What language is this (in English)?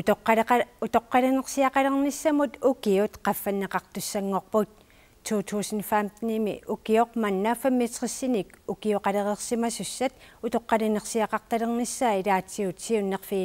Kalaallisut